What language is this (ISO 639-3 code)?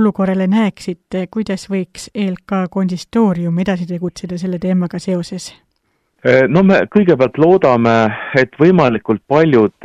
est